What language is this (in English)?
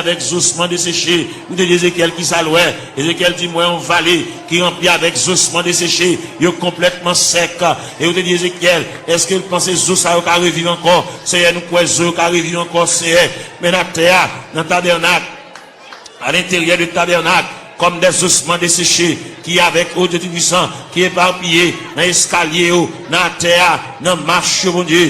Haitian Creole